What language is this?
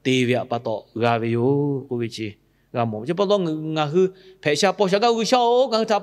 Lahu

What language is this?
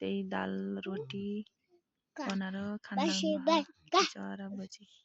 Nepali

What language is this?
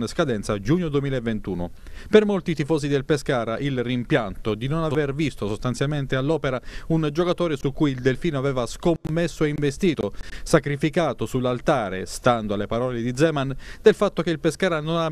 Italian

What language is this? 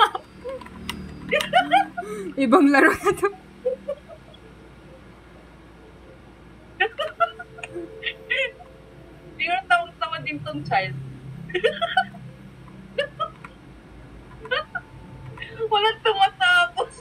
Filipino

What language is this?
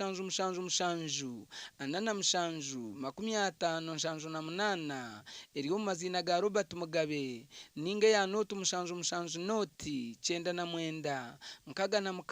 Nyankole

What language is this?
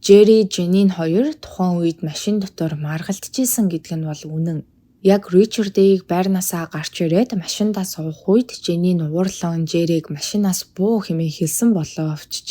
Mongolian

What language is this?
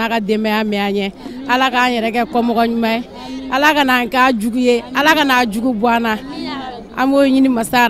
Bambara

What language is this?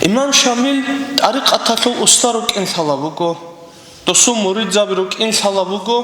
Avaric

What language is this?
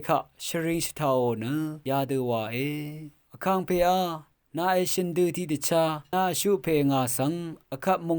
Rawang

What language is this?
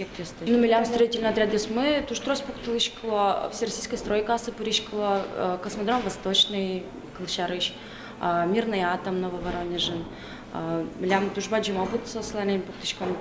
Udmurt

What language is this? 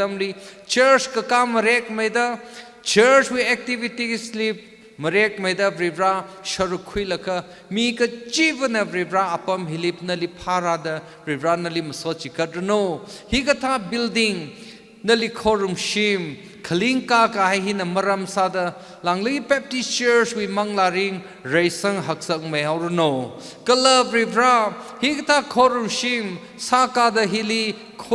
Tangkhul Naga (India)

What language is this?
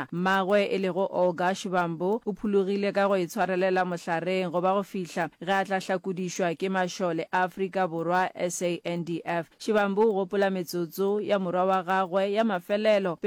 Northern Sotho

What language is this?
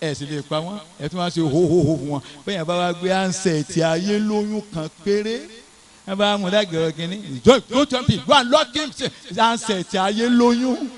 Yoruba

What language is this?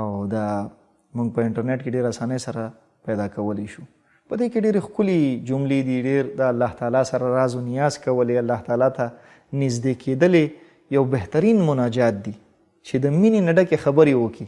Pashto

